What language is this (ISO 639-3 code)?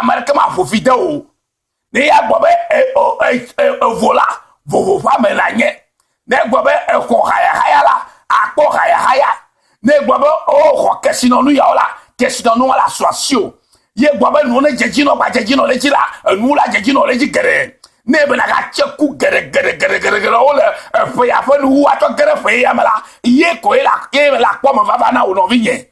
ewe